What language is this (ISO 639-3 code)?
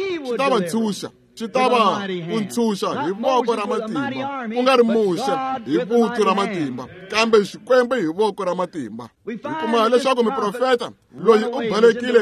tso